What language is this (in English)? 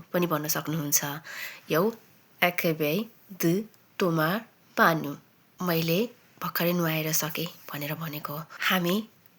Nepali